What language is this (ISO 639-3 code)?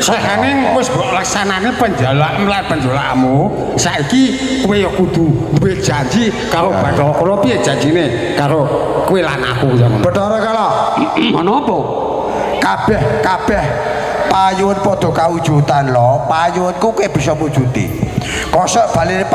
jav